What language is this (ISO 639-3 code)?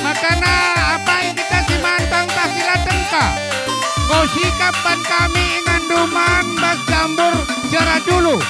btx